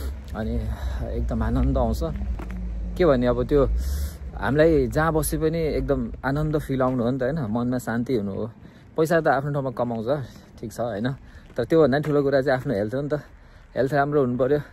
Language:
Nepali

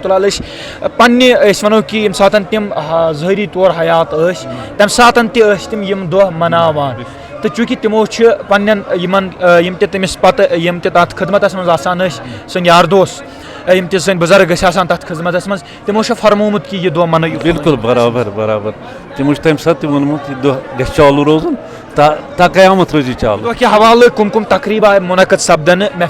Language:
Kashmiri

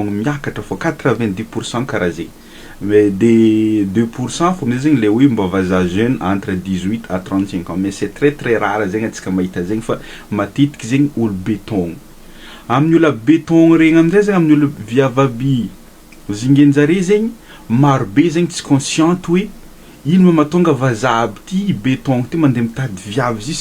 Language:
Malagasy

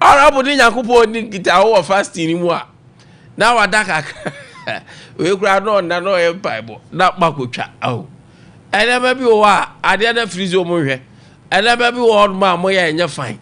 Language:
Akan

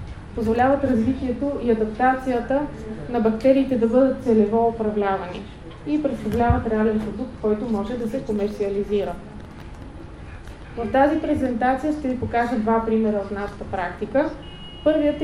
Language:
Bulgarian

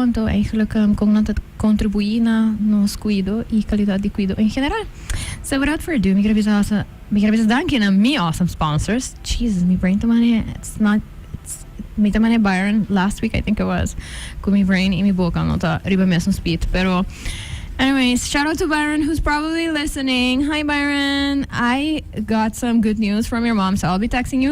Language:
Papiamento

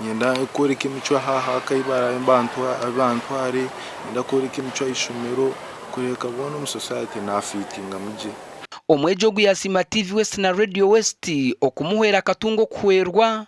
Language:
Nyankole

